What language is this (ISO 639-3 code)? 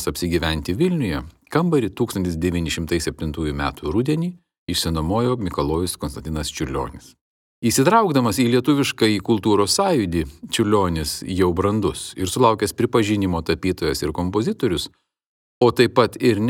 lit